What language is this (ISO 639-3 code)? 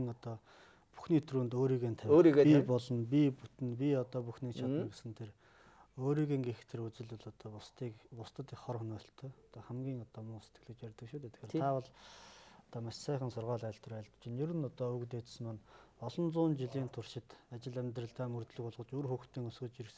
mon